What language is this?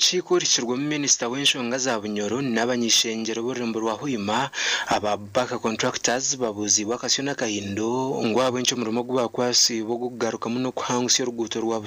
Nyankole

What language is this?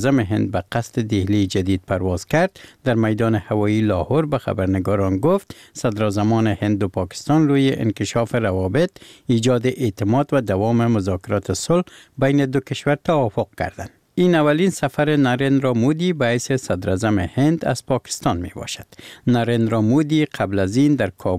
Persian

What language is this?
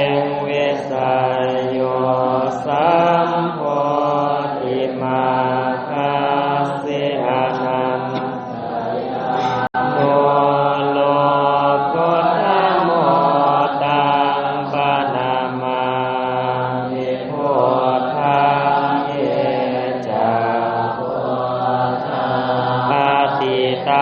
Pali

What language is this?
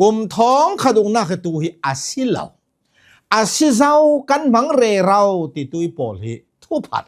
Hakha Chin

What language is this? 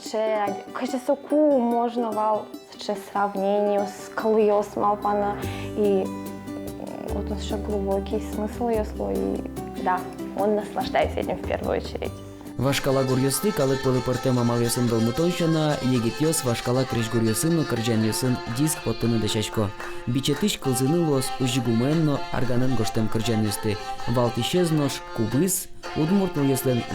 Udmurt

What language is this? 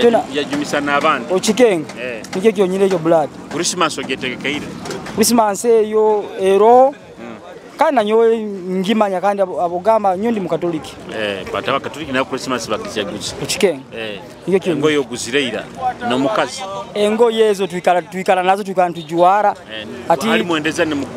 Nyoro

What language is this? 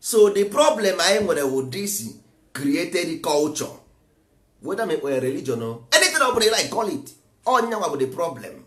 Igbo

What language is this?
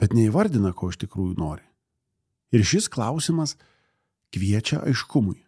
Lithuanian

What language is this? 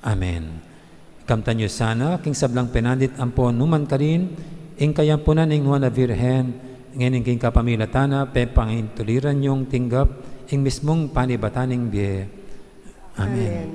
Pampanga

